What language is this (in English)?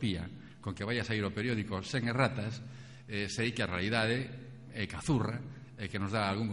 Galician